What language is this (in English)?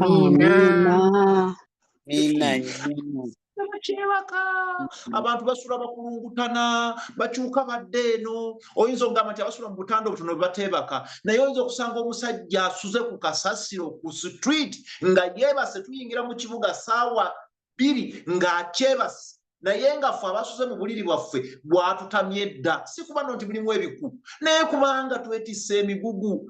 Ganda